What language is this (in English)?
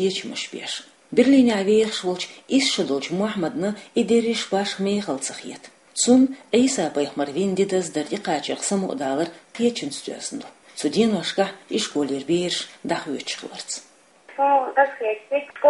Chechen